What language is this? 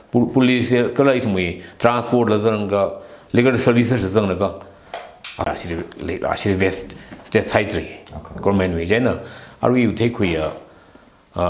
Tangkhul Naga (India)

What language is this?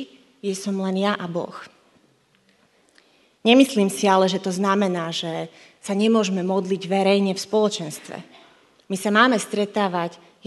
Slovak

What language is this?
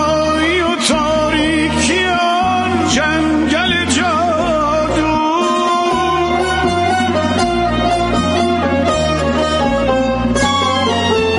Persian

